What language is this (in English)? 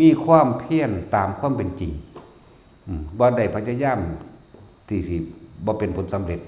Northeastern Thai